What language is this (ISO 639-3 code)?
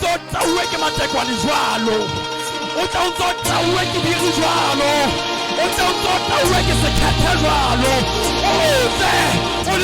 sot